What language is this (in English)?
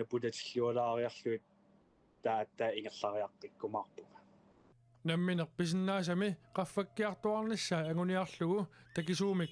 Kalaallisut